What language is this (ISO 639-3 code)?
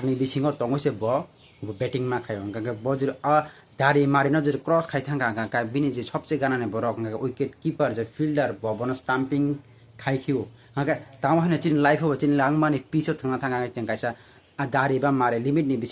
trp